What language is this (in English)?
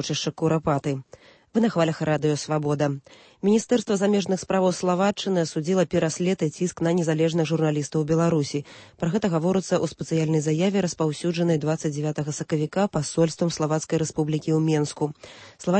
Belarusian